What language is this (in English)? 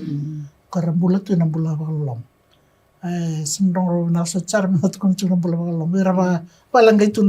Fijian